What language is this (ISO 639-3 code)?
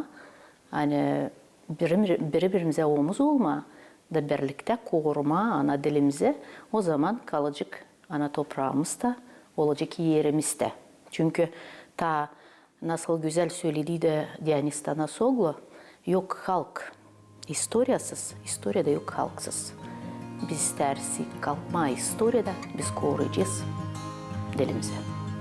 gag